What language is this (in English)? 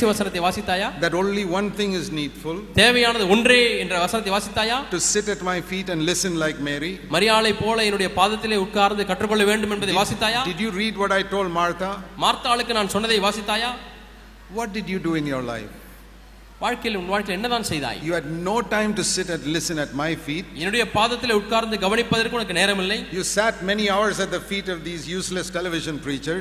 Tamil